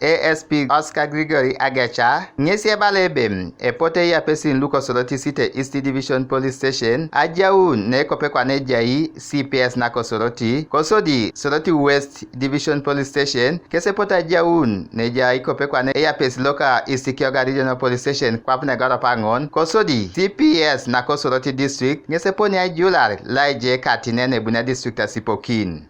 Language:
Teso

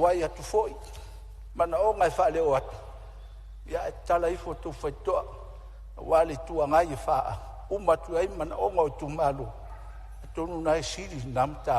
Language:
Samoan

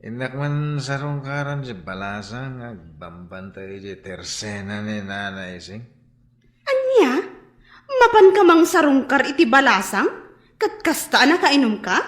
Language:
Iloko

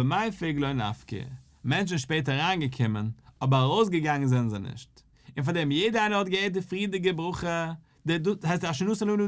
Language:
Yiddish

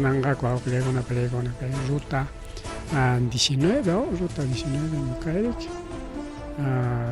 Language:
Ayacucho Quechua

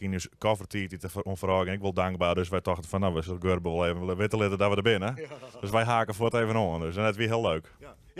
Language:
Western Frisian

